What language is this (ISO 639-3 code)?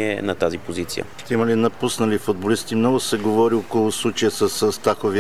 bul